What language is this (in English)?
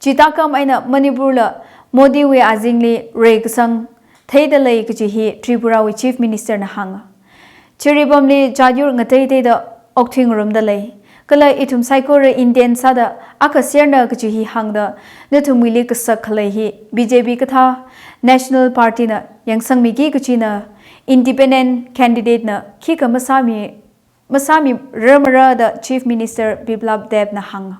Tangkhul Naga (India)